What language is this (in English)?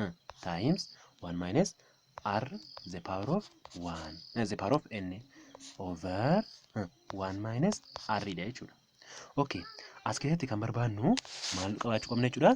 Oromo